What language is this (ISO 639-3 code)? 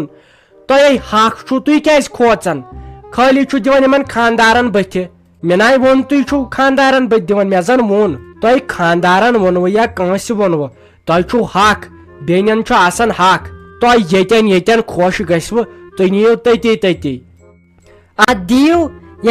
kas